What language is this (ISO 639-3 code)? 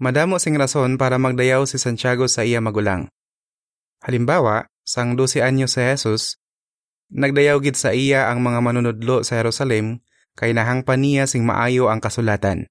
hil